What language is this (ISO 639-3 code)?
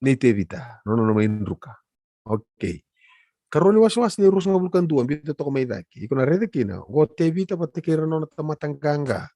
fij